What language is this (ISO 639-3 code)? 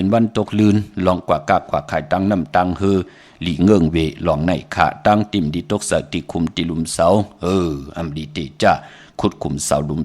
shn